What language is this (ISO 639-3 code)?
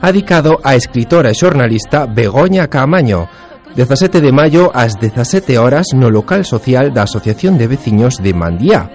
glg